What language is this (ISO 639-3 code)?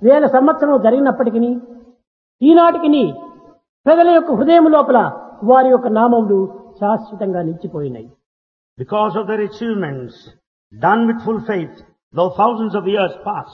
tel